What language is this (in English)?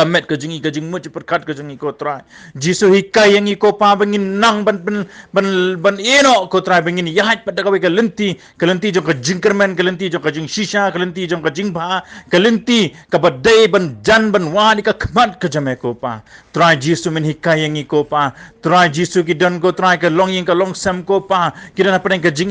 Khasi